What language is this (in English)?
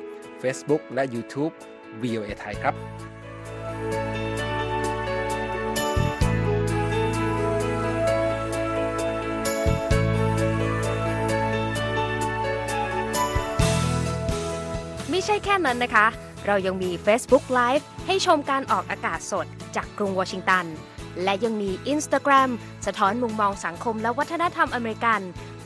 Thai